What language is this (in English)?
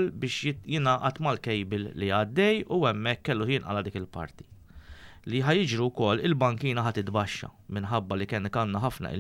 Maltese